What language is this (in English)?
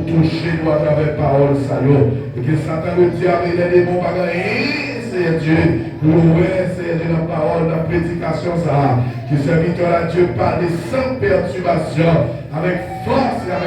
Haitian Creole